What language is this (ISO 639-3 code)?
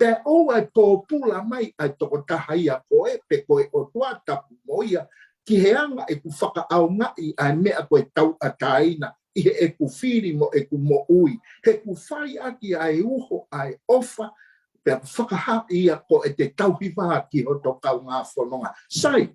ton